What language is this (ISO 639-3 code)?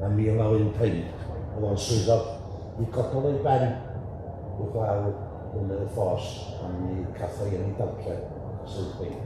cym